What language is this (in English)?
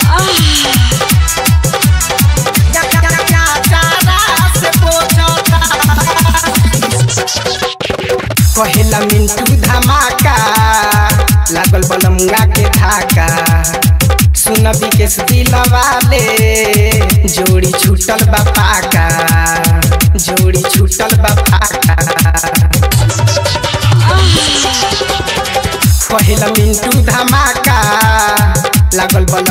Bhojpuri